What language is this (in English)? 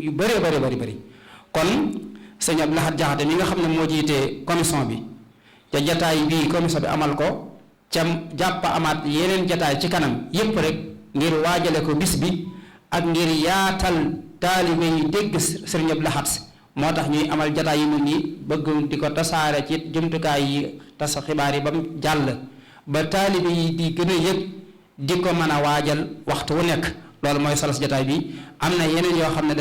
Wolof